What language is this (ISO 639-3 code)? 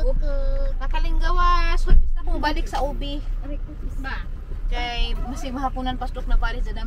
ceb